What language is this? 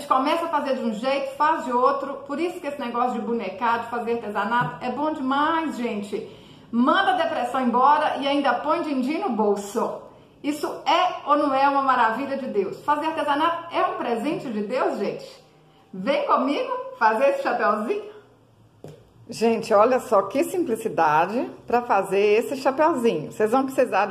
Portuguese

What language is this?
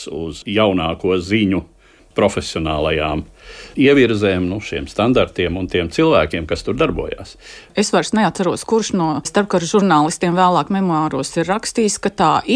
Latvian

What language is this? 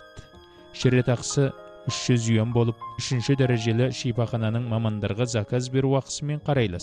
Kazakh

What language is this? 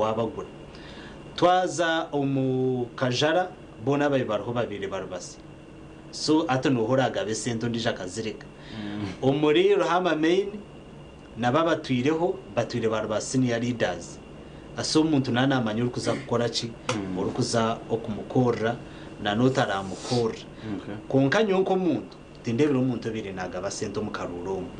Nyankole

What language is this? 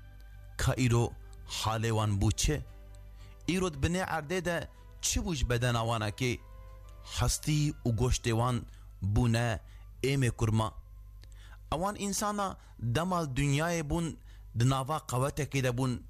Kurdish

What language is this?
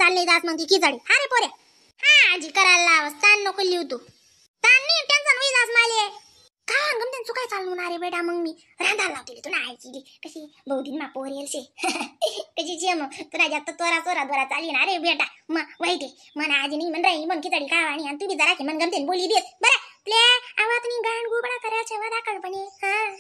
Khandesi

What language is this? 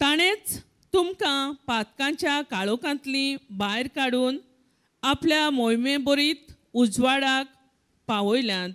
Konkani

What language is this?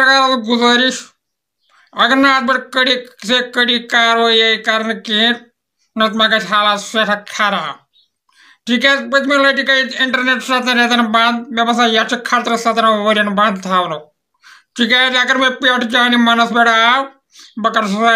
Kashmiri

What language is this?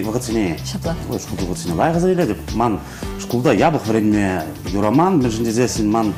Chuvash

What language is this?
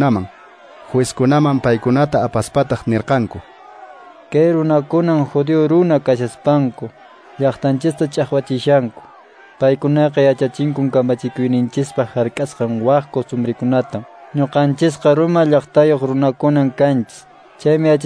Quechua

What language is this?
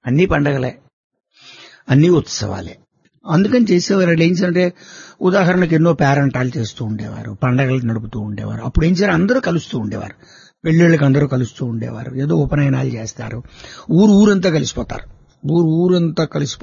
Telugu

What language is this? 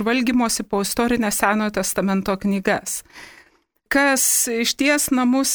Lithuanian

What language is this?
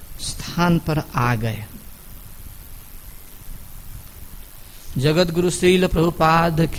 Hindi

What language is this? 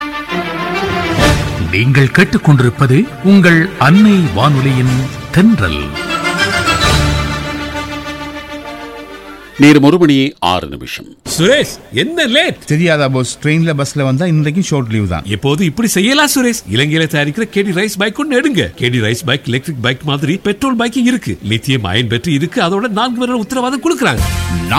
Tamil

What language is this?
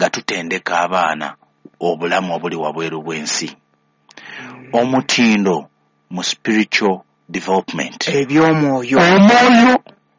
Ganda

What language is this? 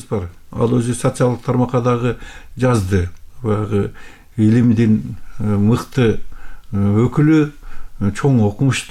Kyrgyz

